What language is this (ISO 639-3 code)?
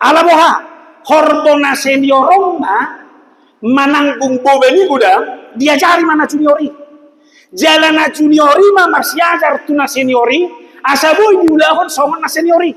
bbc